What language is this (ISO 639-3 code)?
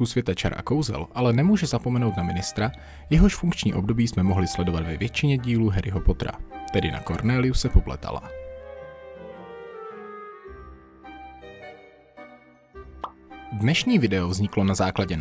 ces